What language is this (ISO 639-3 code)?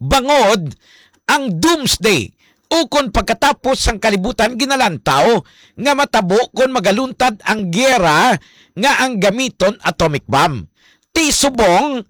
hil